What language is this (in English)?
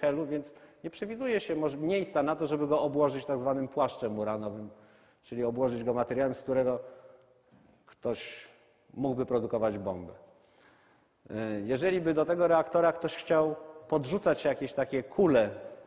Polish